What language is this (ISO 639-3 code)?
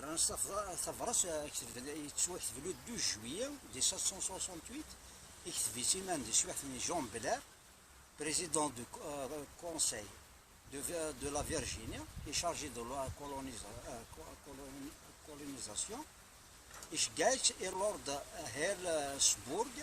kab